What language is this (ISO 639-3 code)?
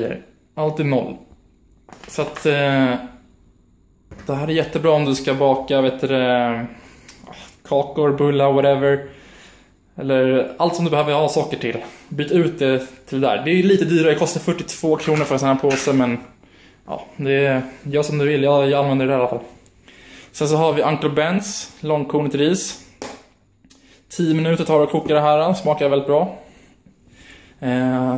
swe